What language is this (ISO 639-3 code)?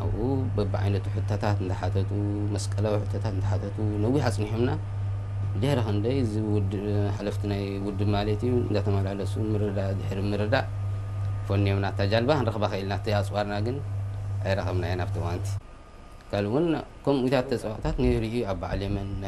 tir